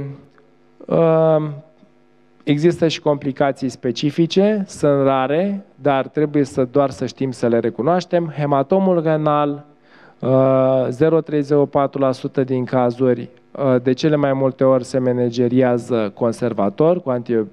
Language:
Romanian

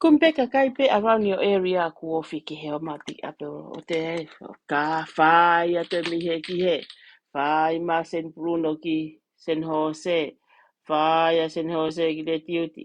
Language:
Tongan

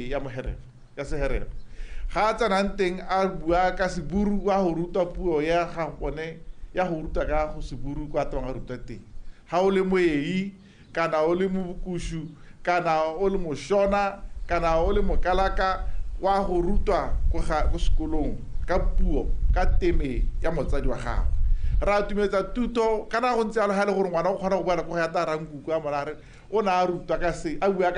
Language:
Tswana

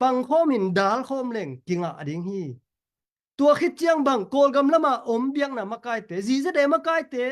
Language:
Tedim Chin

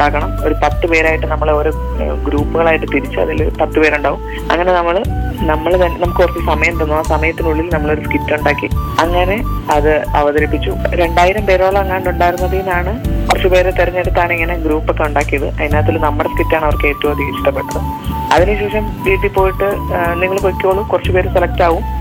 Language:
Malayalam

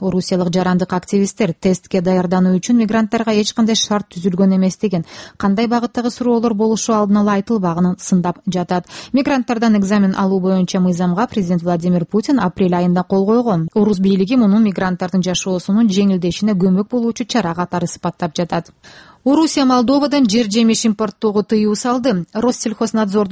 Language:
Kyrgyz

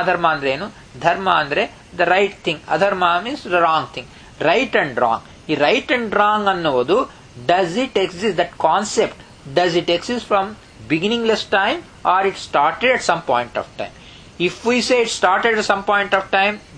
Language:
Kannada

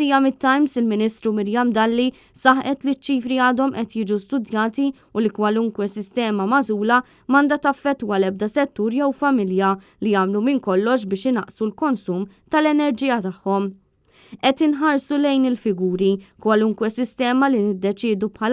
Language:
Maltese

